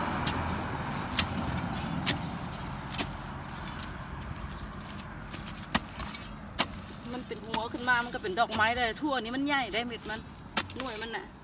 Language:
Lao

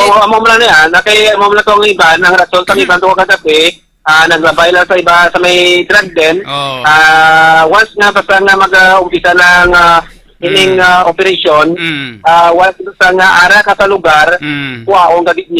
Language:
Hiligaynon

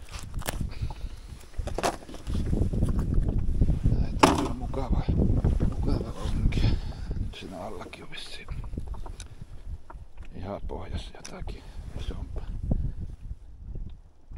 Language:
Finnish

